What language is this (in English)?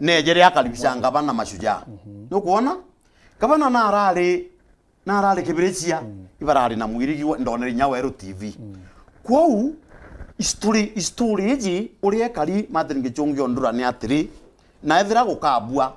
Meru